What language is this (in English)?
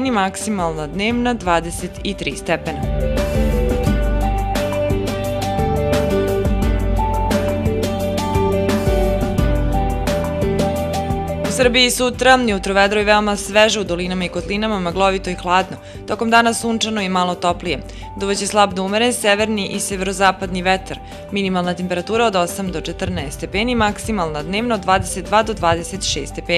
Serbian